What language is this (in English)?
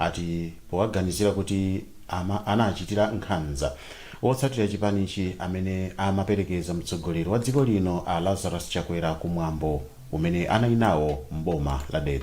Nyanja